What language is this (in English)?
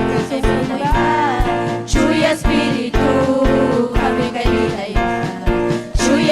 Ayacucho Quechua